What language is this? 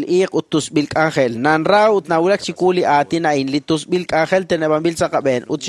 Kekchí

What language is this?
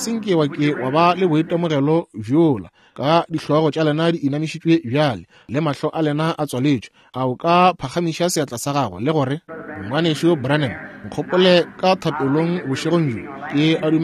Northern Sotho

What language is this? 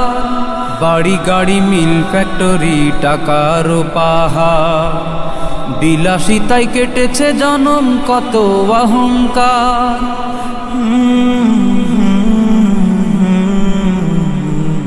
Bangla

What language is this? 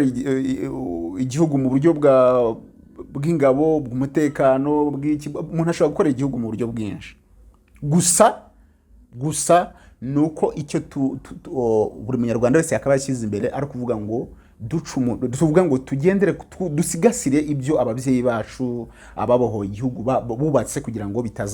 Kinyarwanda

